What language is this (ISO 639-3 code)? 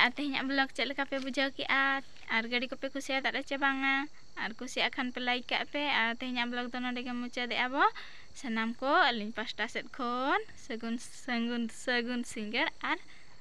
sat